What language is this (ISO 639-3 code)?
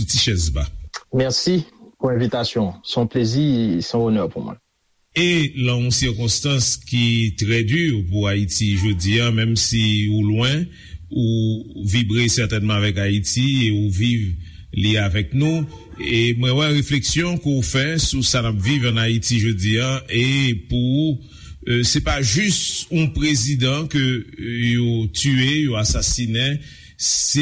hat